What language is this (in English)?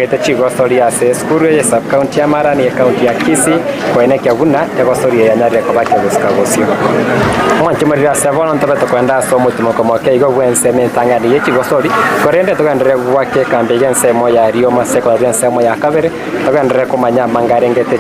Gusii